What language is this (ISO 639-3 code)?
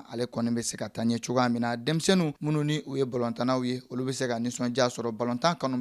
bam